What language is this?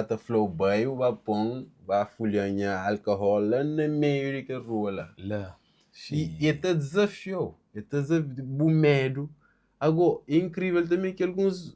Kabuverdianu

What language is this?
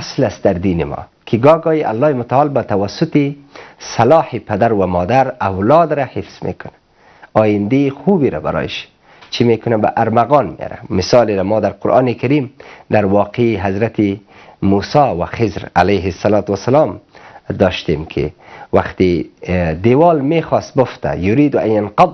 Persian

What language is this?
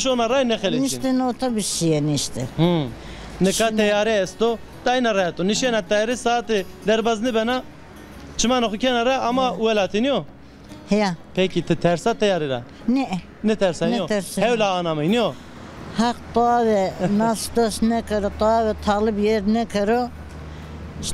Zaza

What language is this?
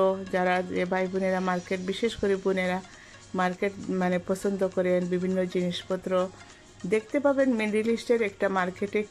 Bangla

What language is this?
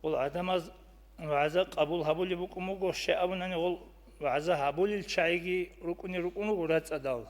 Avaric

